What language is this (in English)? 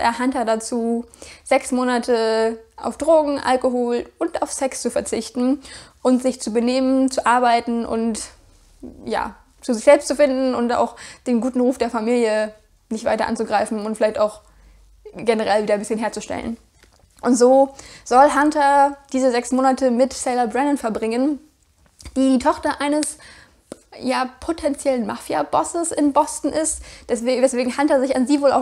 German